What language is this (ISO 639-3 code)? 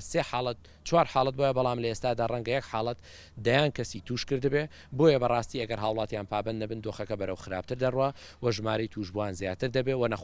ckb